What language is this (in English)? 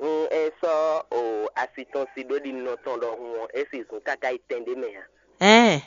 Fon